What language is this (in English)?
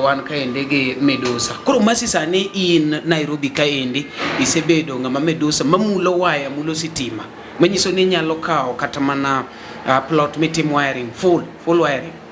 Luo (Kenya and Tanzania)